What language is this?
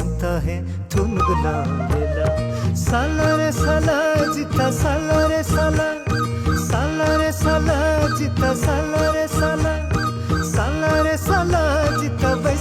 Newari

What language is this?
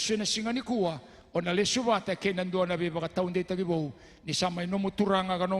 Fijian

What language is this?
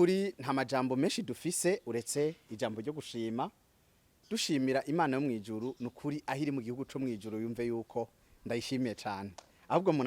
Rundi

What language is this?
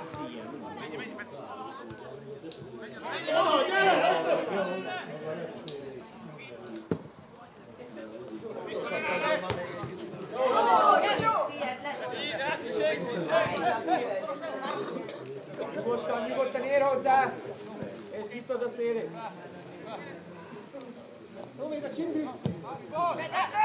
Hungarian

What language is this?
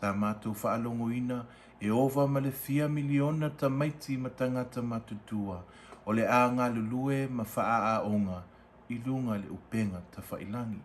Samoan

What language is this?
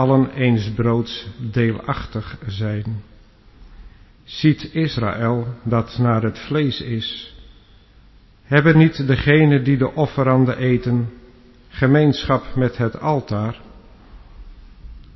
Dutch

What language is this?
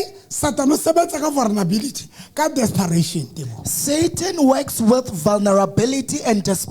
Southern Sotho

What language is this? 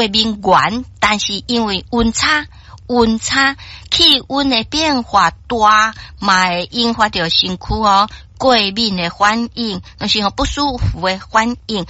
Min Nan Chinese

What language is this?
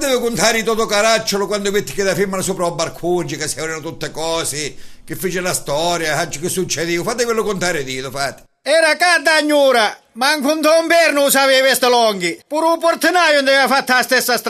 Sicilian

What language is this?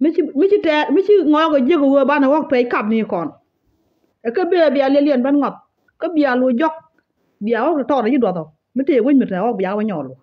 Nuer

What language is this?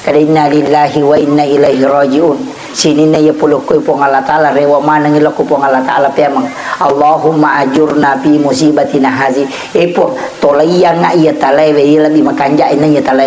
Buginese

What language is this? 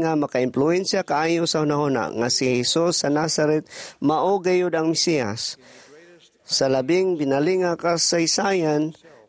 Cebuano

